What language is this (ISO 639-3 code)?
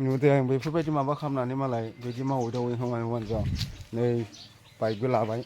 brx